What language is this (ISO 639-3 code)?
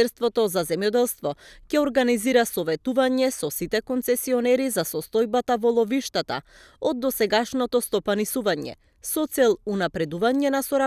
mkd